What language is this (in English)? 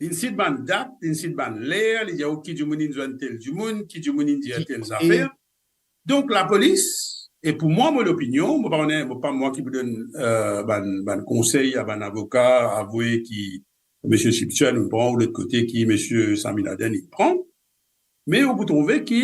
Morisyen